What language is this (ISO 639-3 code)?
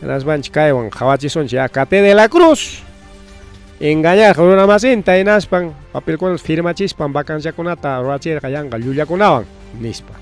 quy